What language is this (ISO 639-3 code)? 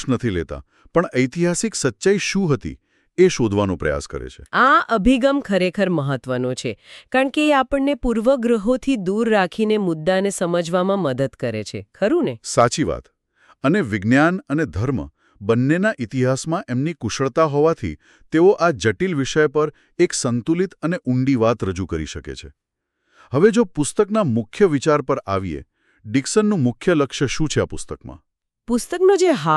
guj